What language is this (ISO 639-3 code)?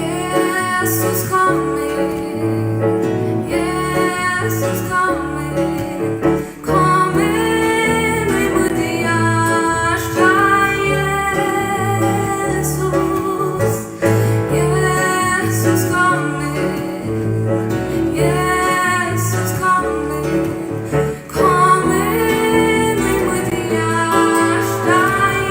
fao